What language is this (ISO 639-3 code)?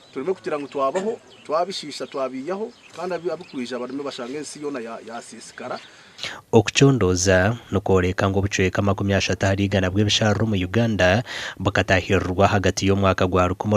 nyn